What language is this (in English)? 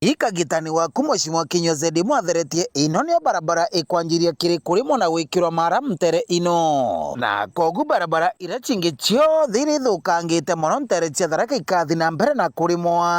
Meru